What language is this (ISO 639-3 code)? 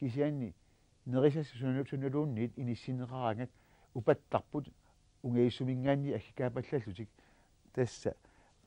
kal